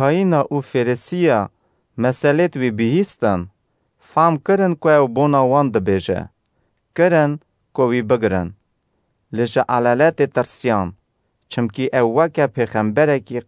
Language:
Kurdish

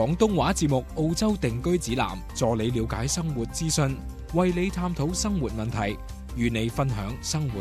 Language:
Cantonese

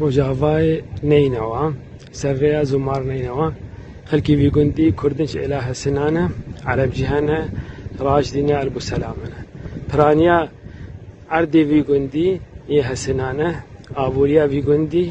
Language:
Kurdish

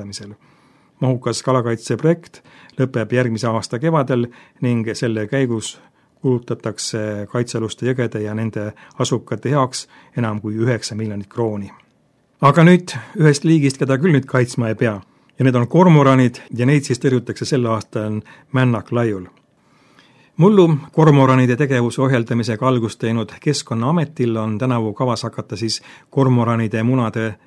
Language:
Estonian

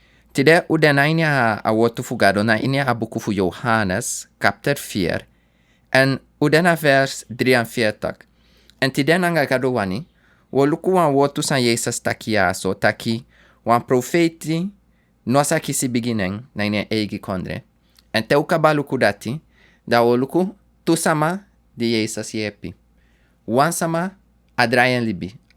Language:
Sranan Tongo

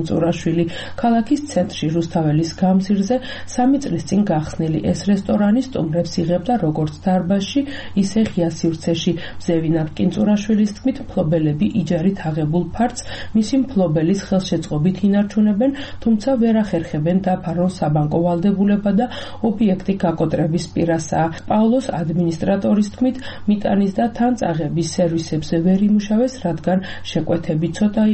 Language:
Georgian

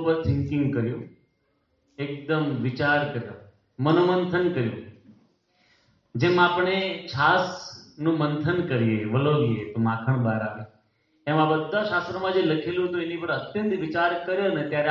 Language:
Gujarati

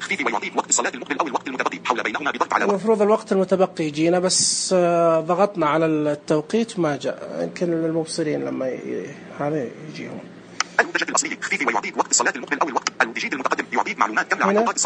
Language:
Najdi Arabic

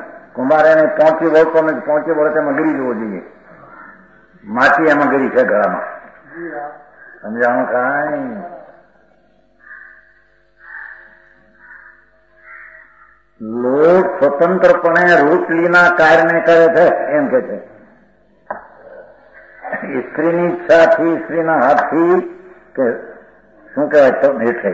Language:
Gujarati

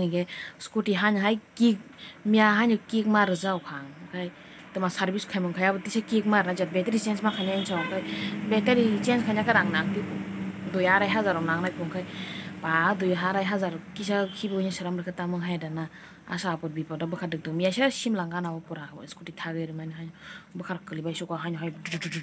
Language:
Kok Borok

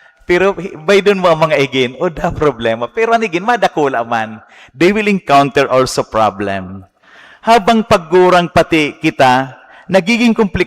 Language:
Bikol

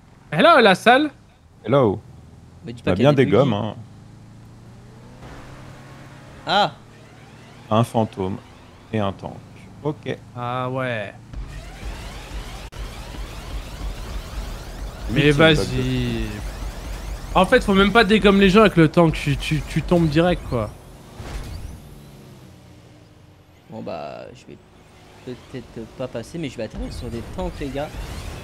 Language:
French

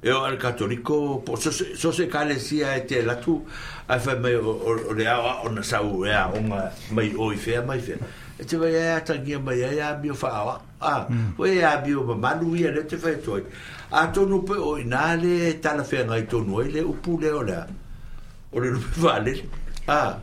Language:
Samoan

